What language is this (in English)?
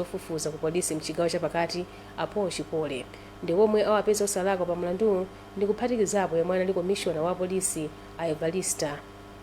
Nyanja